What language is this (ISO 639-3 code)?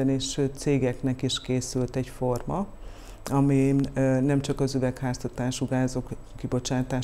hun